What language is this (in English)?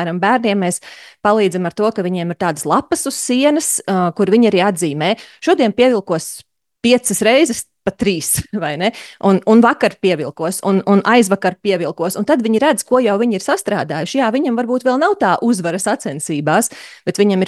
Latvian